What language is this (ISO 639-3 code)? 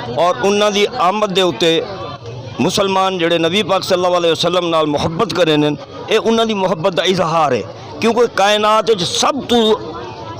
lah